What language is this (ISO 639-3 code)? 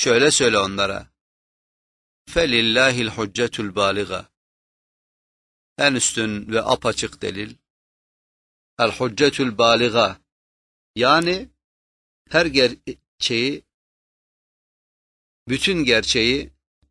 tur